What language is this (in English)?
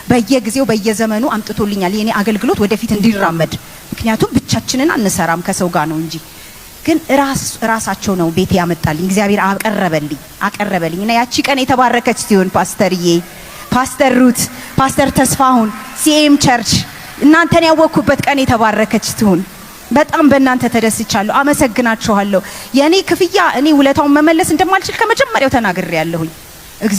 Amharic